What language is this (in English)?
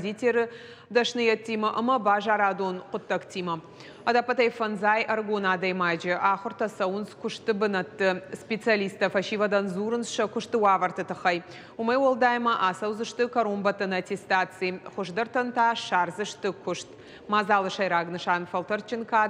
Ossetic